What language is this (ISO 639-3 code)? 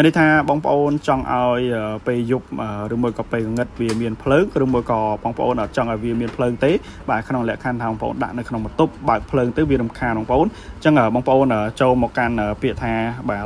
khm